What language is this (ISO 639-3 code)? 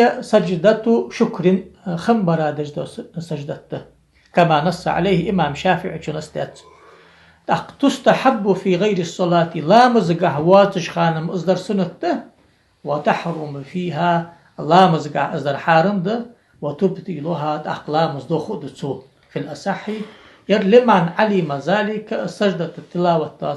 inh